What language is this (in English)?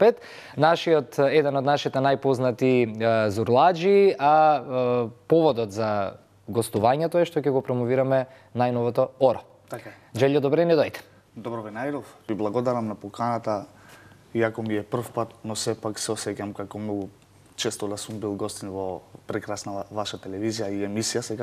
Macedonian